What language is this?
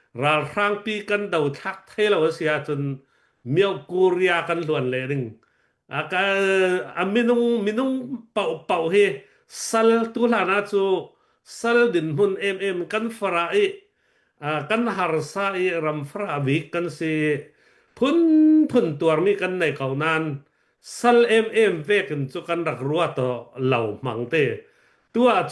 Hakha Chin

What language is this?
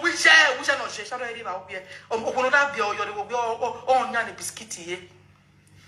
Nigerian Pidgin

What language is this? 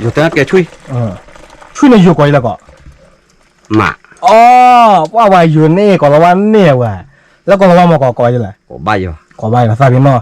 S'gaw Karen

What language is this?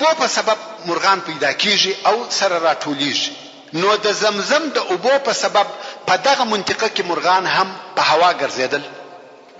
Pashto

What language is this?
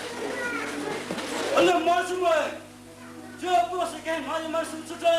Poumei Naga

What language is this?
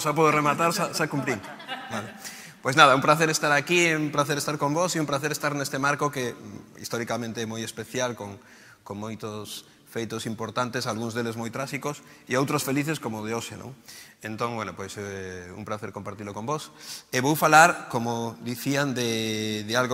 Galician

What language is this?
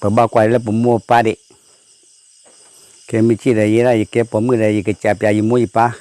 S'gaw Karen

